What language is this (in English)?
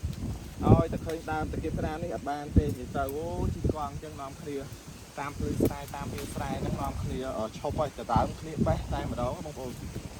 Khmer